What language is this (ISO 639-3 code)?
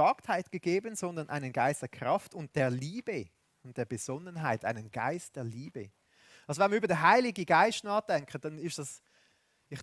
gsw